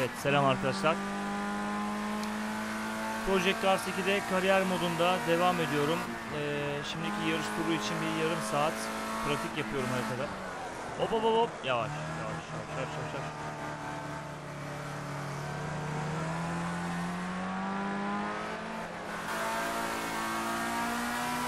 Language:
Turkish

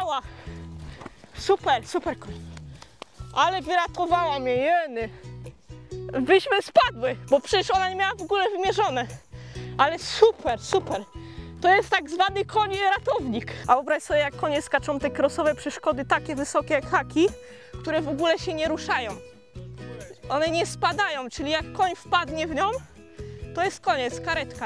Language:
Polish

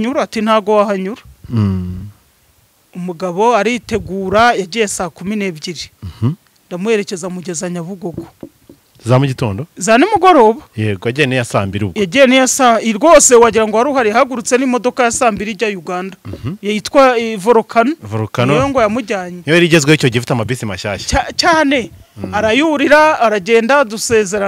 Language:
Kinyarwanda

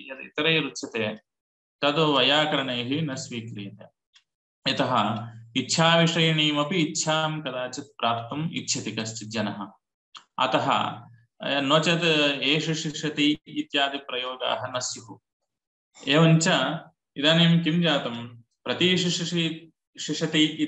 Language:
Sanskrit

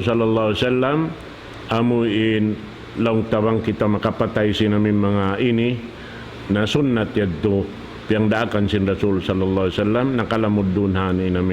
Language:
Tausug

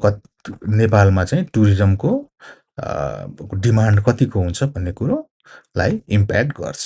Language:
Nepali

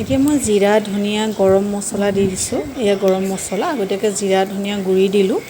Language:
Assamese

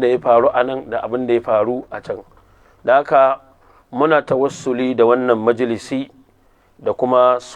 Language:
Hausa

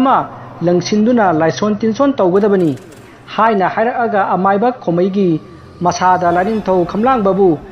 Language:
Manipuri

